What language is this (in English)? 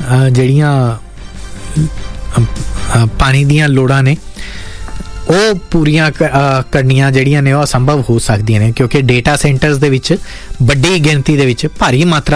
Punjabi